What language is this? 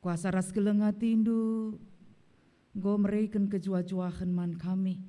Batak Karo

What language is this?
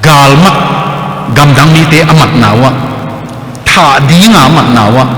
Tedim Chin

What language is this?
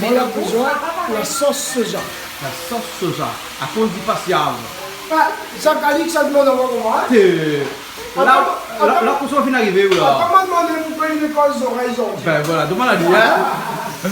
Réunion Creole French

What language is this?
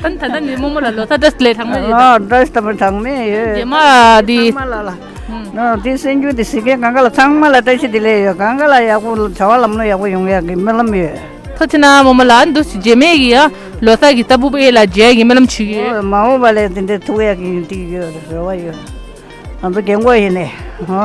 Tibetan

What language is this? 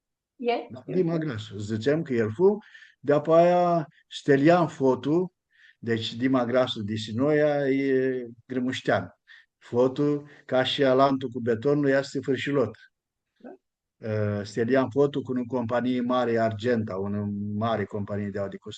Aromanian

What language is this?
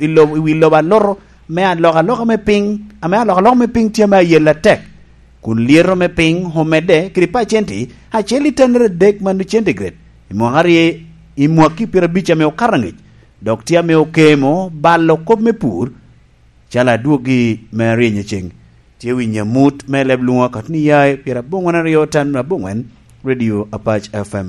Lango (Uganda)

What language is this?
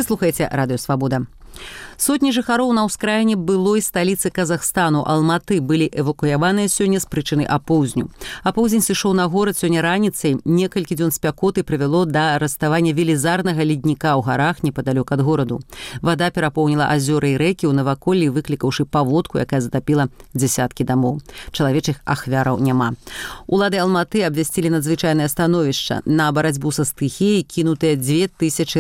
Belarusian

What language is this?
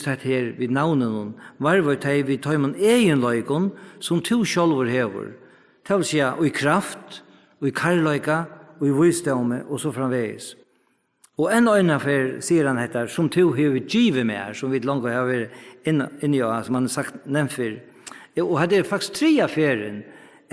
Faroese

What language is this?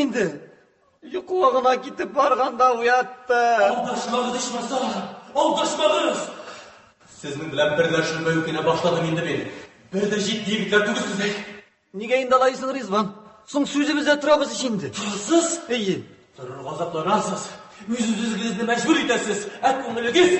Tatar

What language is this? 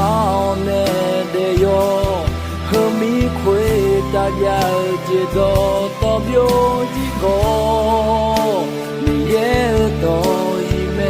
Akha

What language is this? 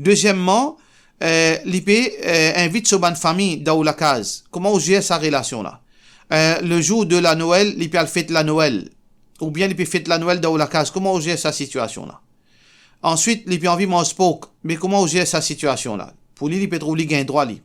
Morisyen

